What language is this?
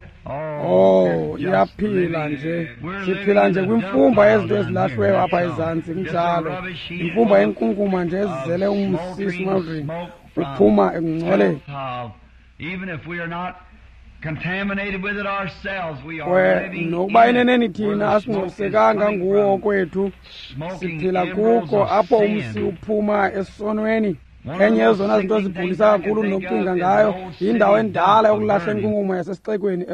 Xhosa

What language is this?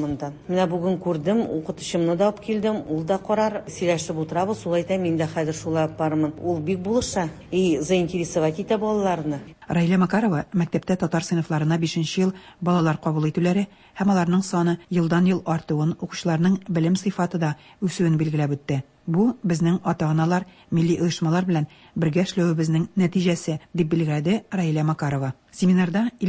Tatar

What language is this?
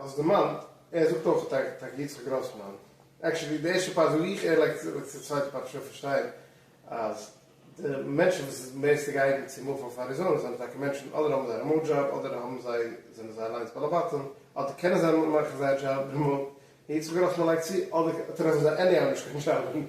Yiddish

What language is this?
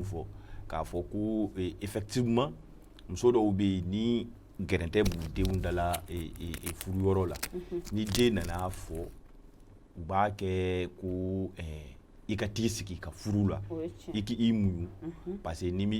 Bambara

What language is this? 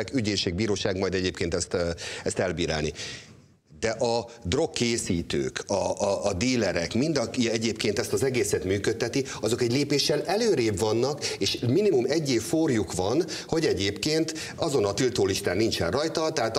Hungarian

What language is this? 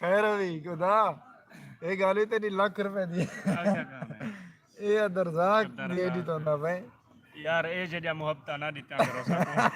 Saraiki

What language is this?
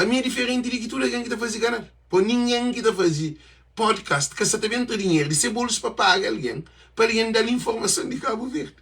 Kabuverdianu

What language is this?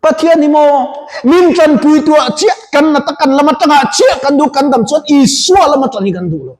Mizo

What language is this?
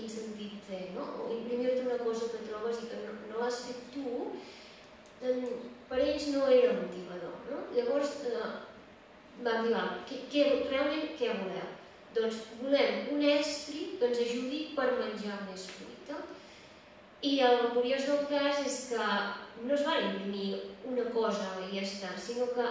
Catalan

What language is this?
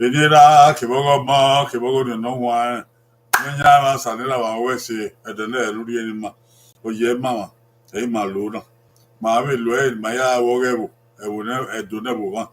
Bini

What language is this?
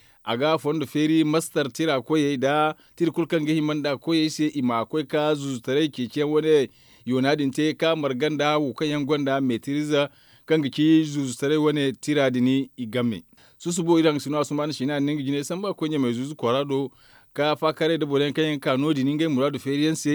Zarma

